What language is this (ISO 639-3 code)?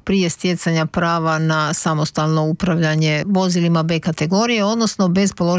hrv